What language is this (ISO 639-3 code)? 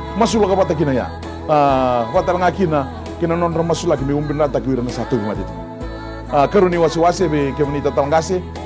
fij